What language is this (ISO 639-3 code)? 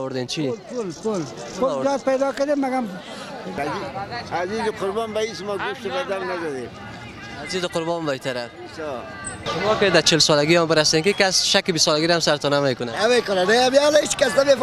fas